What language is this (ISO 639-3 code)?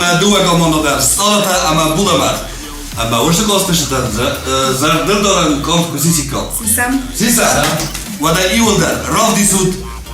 oss